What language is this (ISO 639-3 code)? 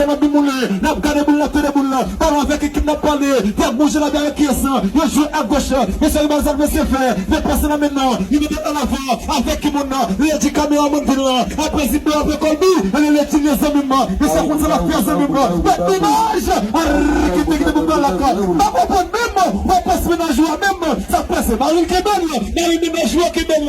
hat